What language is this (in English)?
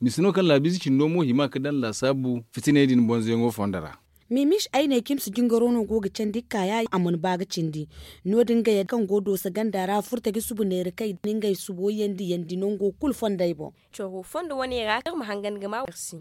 Zarma